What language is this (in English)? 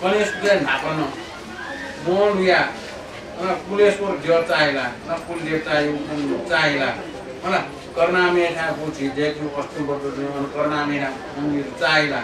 Newari